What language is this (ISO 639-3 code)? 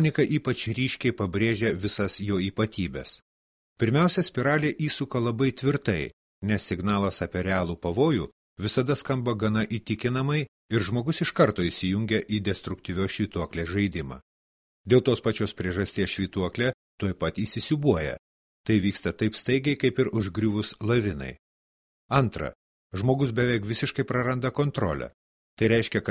lit